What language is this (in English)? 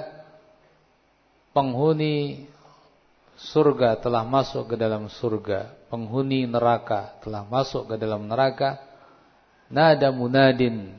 Indonesian